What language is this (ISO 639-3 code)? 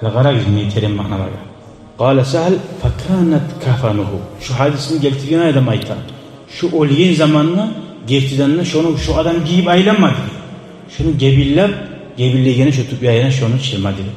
kum